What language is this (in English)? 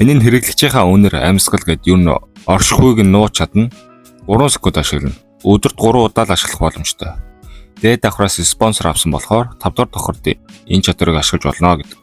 Mongolian